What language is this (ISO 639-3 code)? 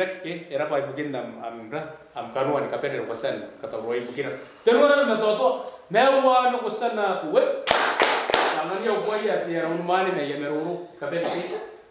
gil